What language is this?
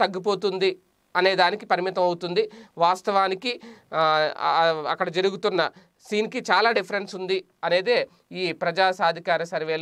Telugu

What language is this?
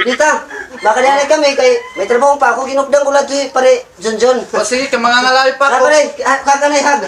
Waray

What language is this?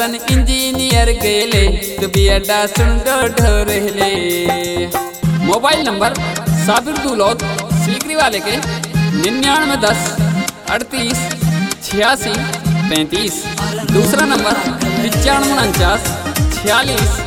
Bhojpuri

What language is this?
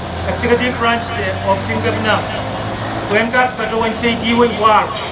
Pohnpeian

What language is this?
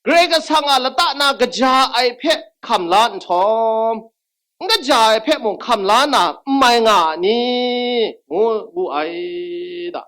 Kachin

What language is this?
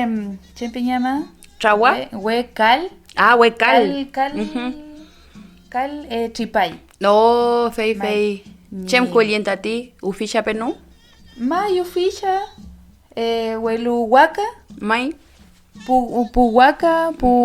Mapuche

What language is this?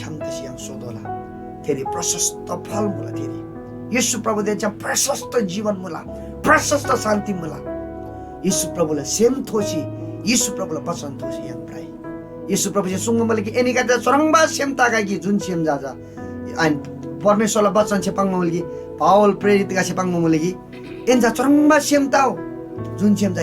Eastern Tamang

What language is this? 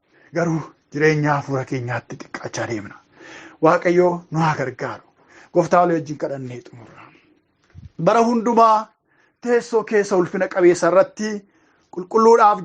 Oromo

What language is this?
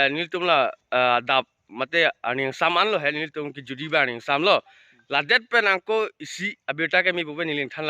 Karbi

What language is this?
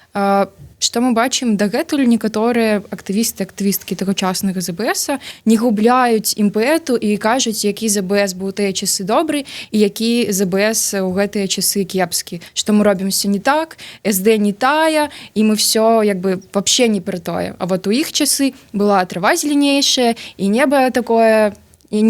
Belarusian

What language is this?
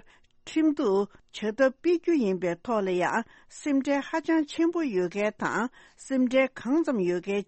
Tibetan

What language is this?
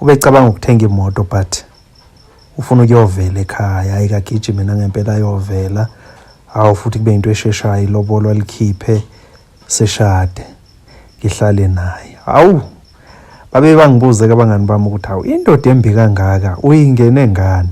Zulu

